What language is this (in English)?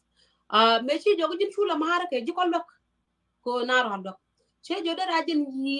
Nuer